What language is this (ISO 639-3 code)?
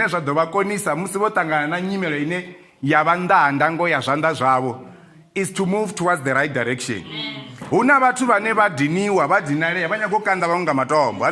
ven